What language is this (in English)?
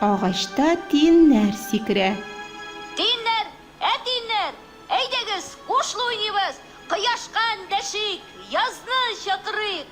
Tatar